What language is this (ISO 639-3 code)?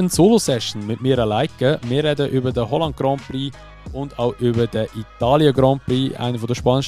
gsw